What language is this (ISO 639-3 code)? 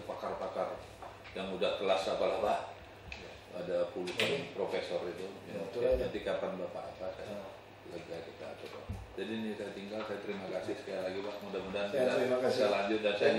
ind